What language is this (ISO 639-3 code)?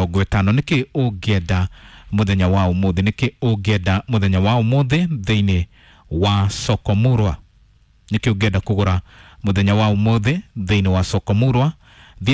kik